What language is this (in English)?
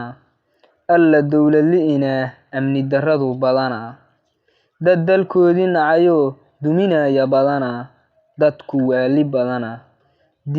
Somali